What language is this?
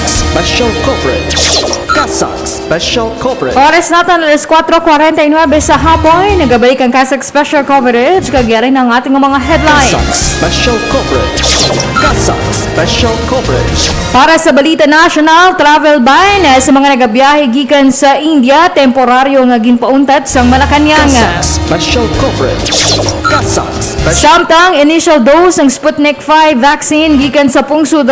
Hiligaynon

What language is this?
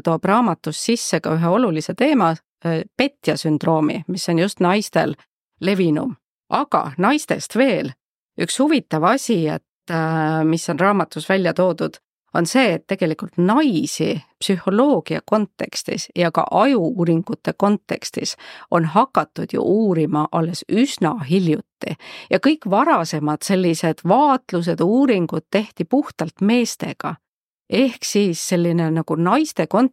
Estonian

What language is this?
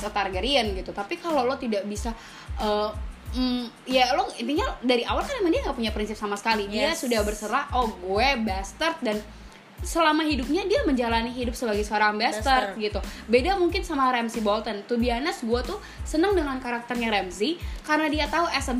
Indonesian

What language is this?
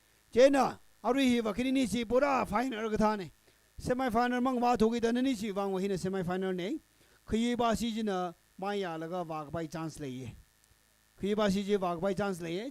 Tangkhul Naga (India)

